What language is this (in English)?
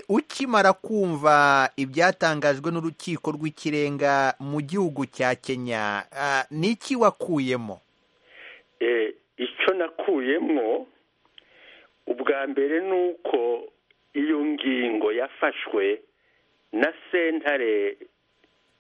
Kinyarwanda